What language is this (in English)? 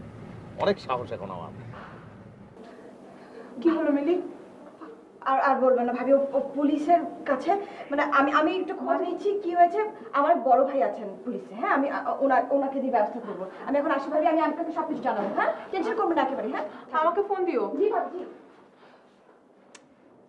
Bangla